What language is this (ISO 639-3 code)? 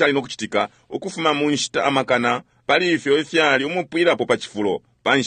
bem